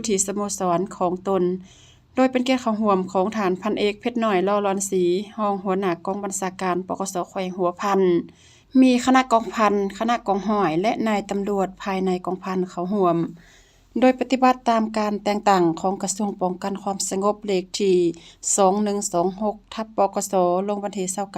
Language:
Lao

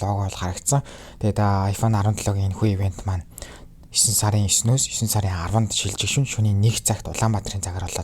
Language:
Mongolian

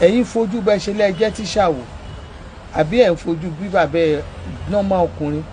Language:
Yoruba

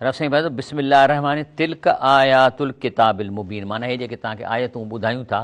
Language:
Sindhi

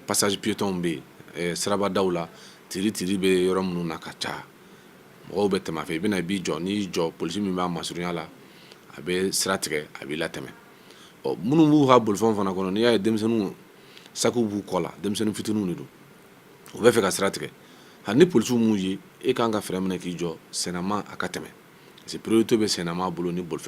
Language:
Bambara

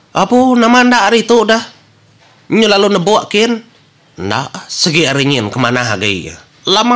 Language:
Iban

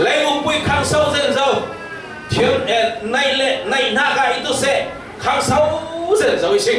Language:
Falam Chin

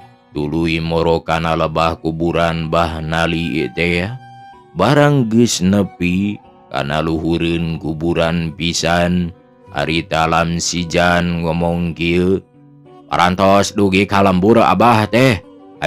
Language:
Sundanese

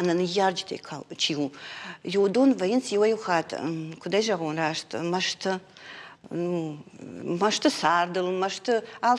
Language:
Ossetic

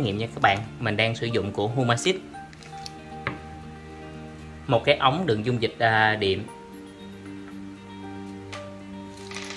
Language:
Vietnamese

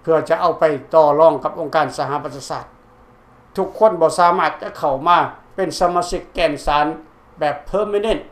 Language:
Lao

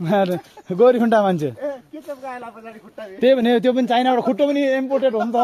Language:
Nepali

